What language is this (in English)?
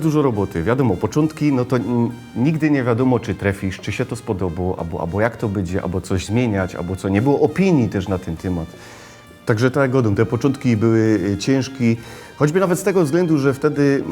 Silesian